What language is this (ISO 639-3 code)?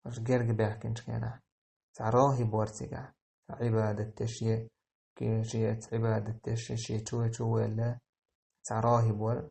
che